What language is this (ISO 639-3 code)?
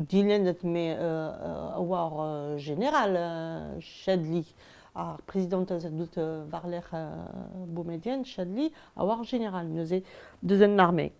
bre